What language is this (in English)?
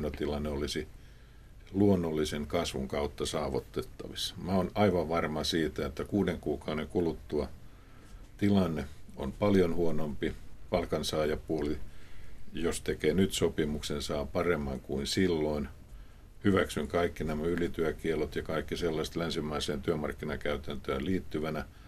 Finnish